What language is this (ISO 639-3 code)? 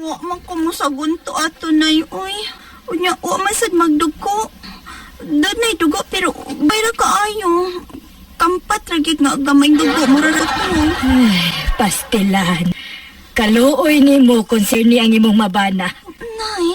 ceb